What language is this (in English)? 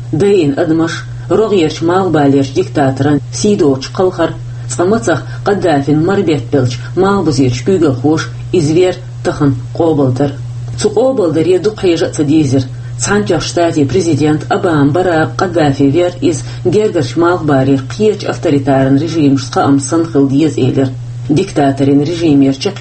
Chechen